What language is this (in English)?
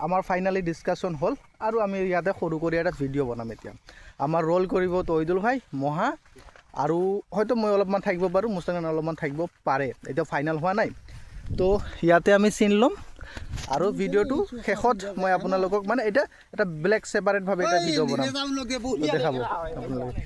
Assamese